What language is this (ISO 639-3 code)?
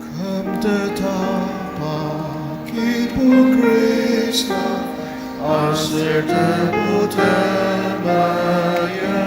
njo